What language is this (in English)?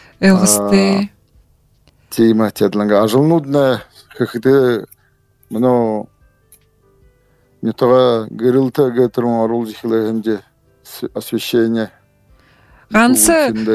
Buriat